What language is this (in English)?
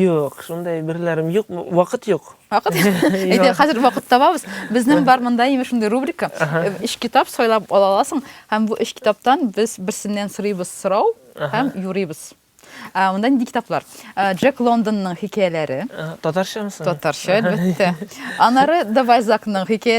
Tatar